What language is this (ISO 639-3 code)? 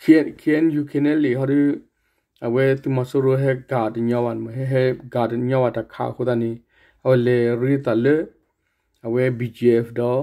ksw